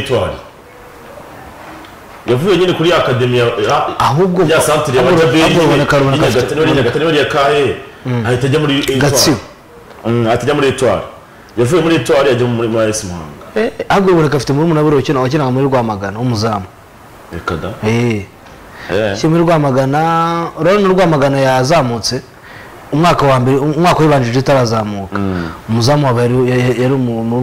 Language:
Kinyarwanda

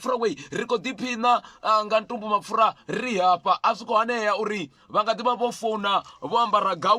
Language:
Venda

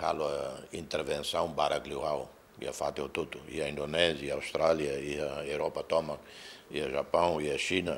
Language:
Tetum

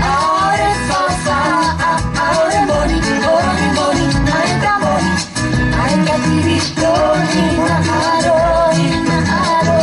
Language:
Tongan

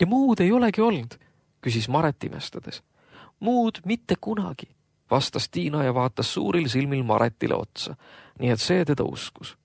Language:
Estonian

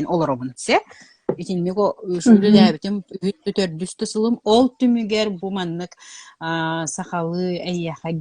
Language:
Yakut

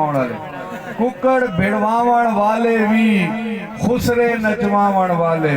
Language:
Saraiki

